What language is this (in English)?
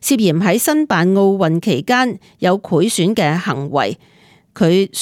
Cantonese